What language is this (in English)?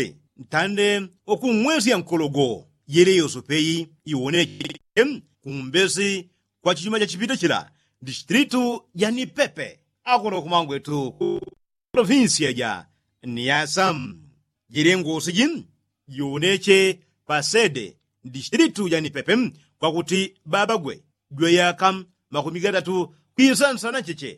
Yao